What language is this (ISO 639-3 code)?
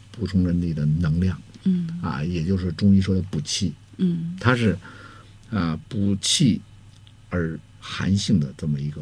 zho